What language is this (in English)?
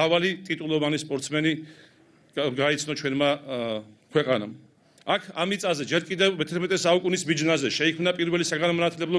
Georgian